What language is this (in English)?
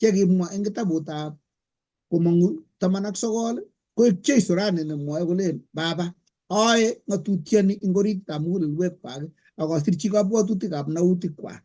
Kalenjin